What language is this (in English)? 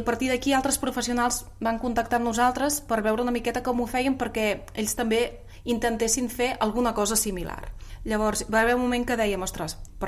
Catalan